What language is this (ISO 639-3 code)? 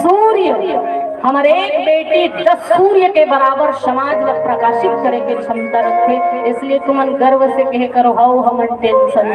hne